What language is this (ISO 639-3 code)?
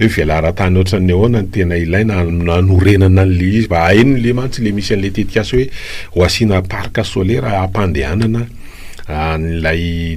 mlg